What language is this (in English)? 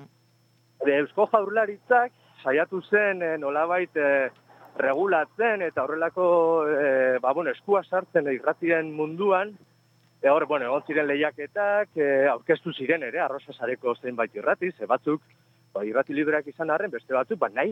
Basque